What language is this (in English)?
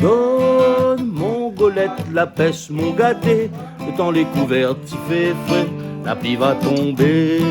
Réunion Creole French